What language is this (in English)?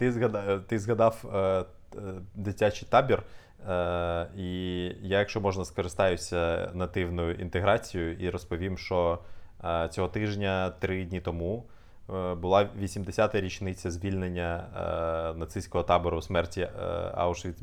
Ukrainian